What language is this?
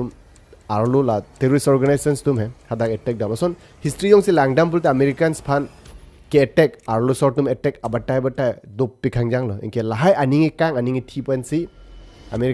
Karbi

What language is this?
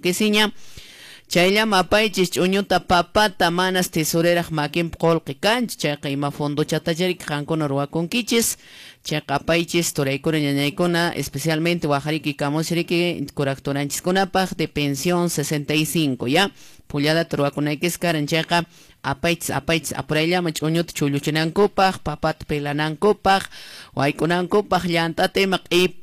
Quechua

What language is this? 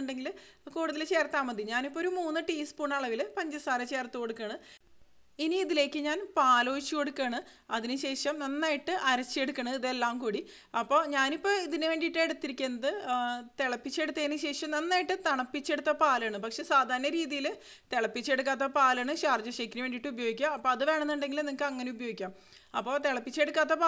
Malayalam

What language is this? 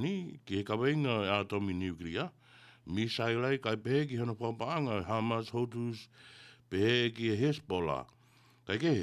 Tongan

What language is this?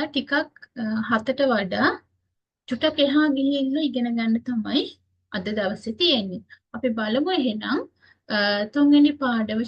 Sinhala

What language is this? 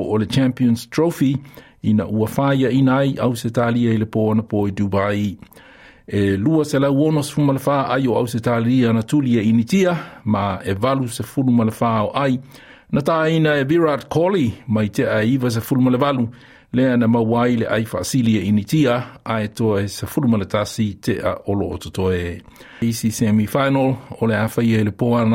Samoan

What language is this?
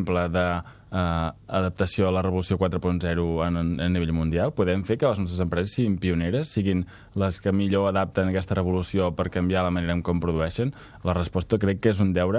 Catalan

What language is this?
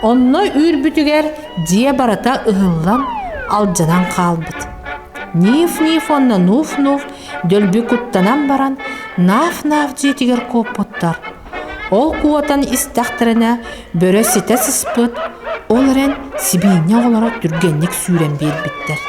Yakut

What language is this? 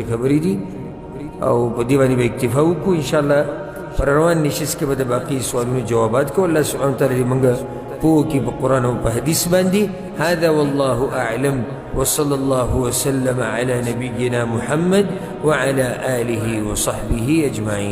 Pashto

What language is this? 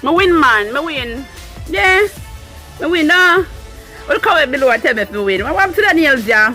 Jamaican Creole English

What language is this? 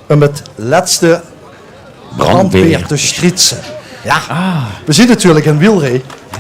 Limburgish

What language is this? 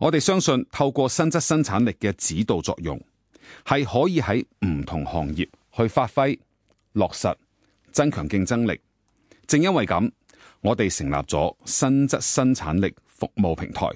Cantonese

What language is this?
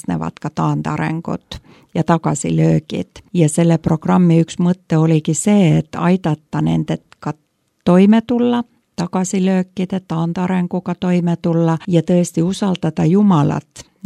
Estonian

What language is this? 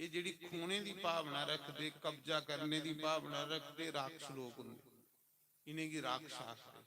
Dogri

